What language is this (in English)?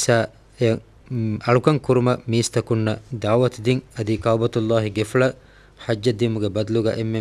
Divehi